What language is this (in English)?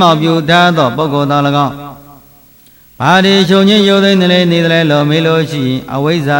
Burmese